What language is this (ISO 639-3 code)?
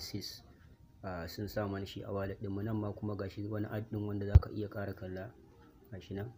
hau